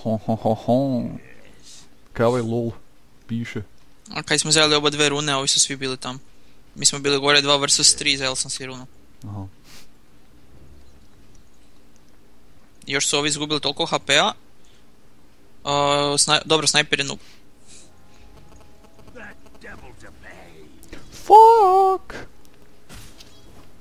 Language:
Croatian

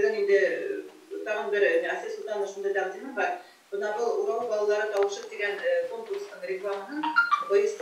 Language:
Bashkir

